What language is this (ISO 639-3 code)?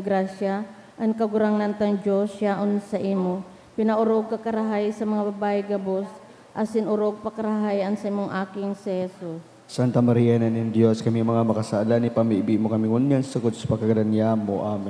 bik